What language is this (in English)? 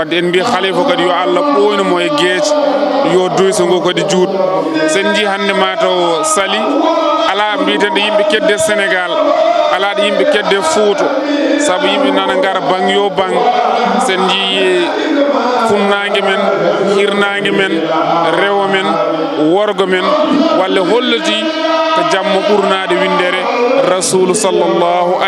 Fula